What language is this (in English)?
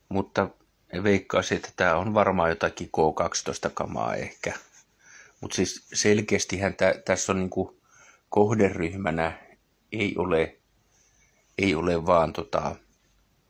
Finnish